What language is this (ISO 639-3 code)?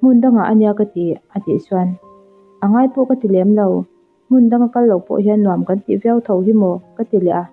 lus